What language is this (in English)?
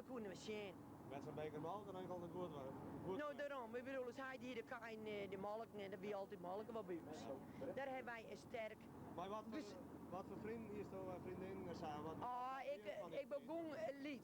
Western Frisian